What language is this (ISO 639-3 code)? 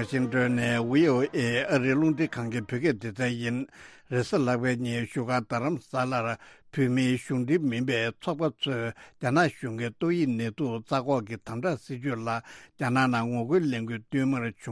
bod